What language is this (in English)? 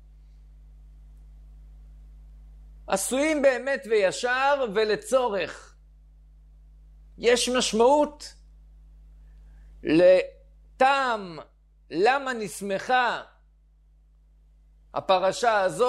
Hebrew